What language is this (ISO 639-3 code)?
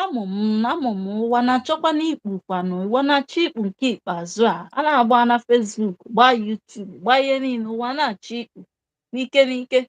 ibo